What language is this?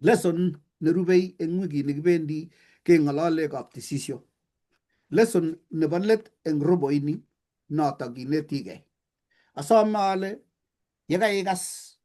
Kalenjin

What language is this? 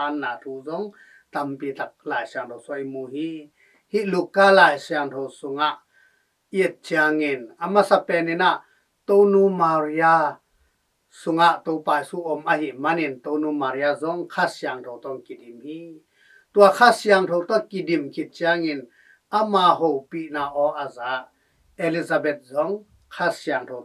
Tedim Chin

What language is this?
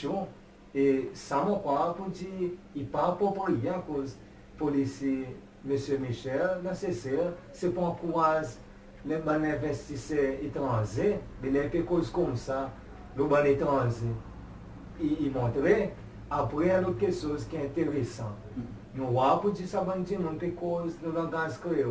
Seselwa Creole French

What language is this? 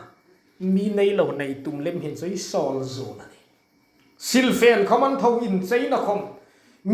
Hmar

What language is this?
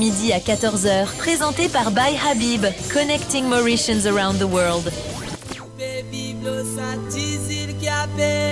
Morisyen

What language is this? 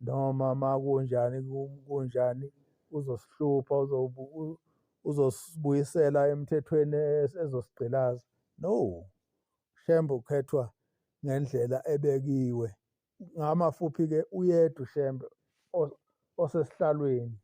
Zulu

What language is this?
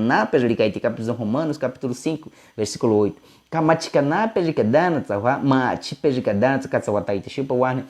Baniwa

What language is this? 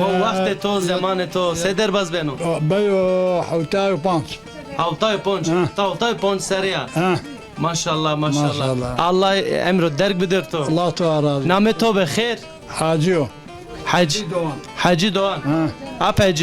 Zaza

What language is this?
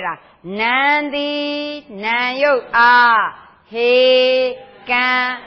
Burmese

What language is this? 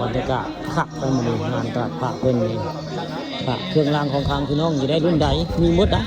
Northeastern Thai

